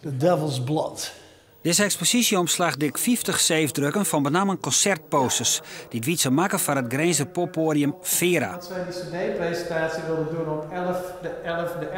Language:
Western Frisian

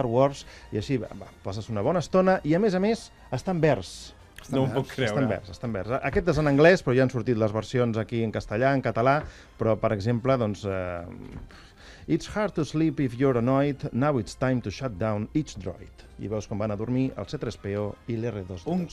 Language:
Catalan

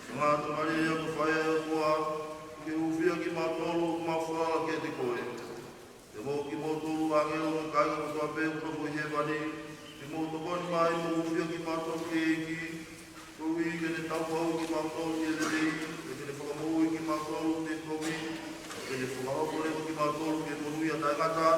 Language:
Tongan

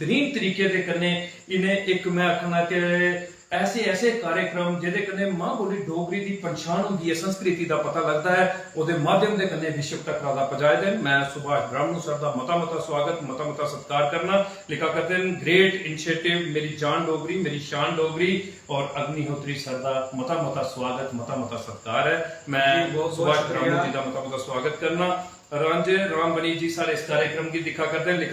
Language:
Dogri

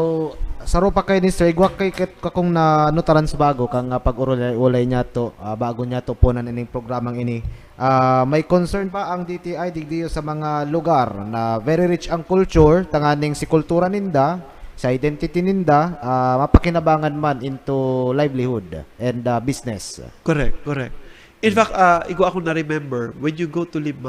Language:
Bikol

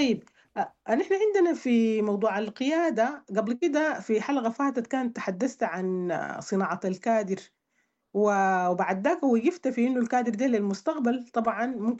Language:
Sudanese Arabic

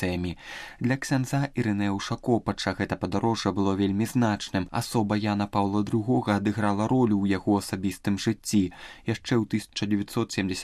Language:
Belarusian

